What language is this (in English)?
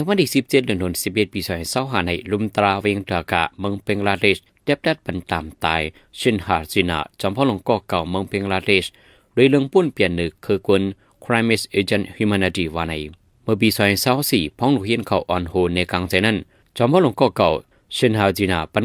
Shan